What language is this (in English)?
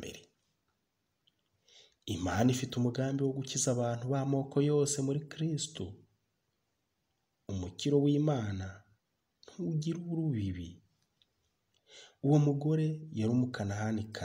Kinyarwanda